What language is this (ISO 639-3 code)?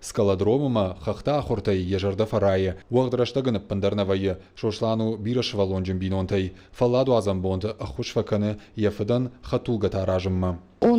oss